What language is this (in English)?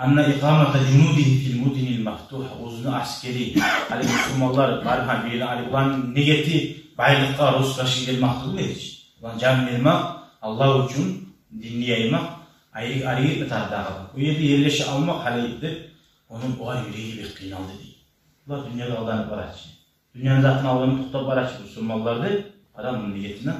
Kumyk